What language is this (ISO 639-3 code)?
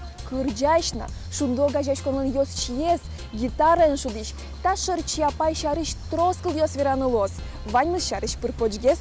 udm